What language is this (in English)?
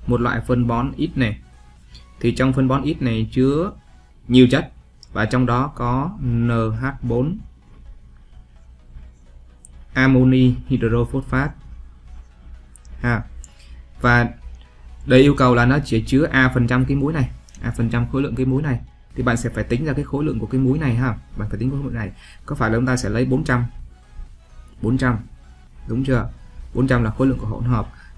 Vietnamese